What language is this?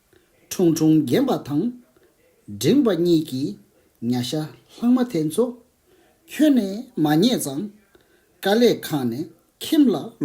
Tibetan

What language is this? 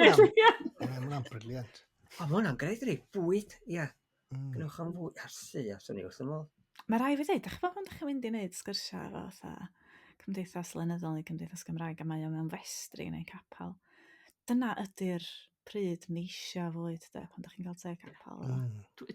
Welsh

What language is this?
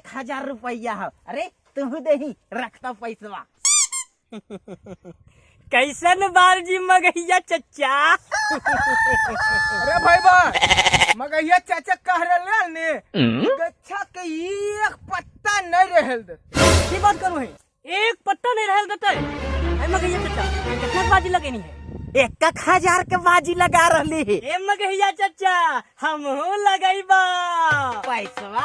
Magahi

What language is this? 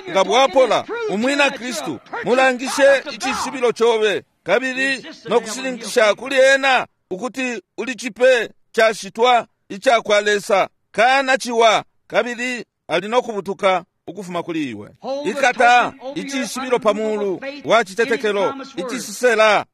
Bemba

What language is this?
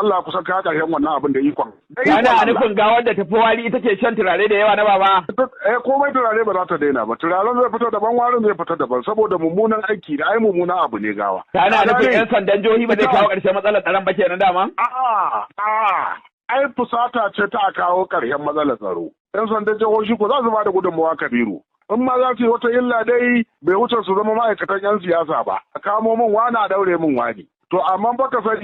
Hausa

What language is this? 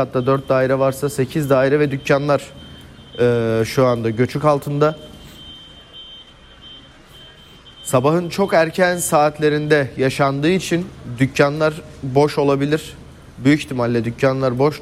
Turkish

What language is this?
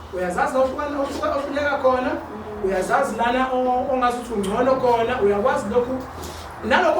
Zulu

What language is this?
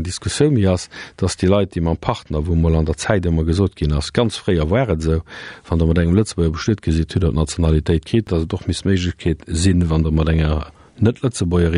Luxembourgish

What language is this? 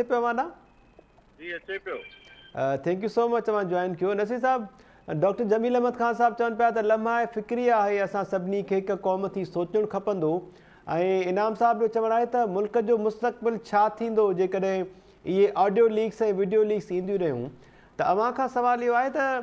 Sindhi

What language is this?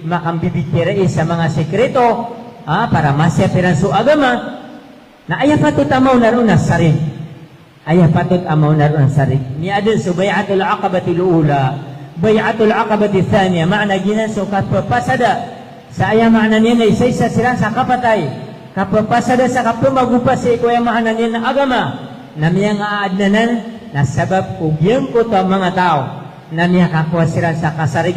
Maranao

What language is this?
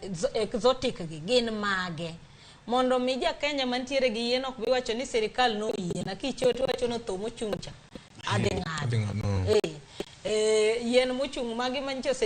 Luo (Kenya and Tanzania)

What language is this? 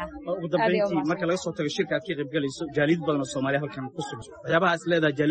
Somali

